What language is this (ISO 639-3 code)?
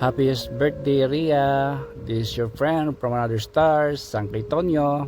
war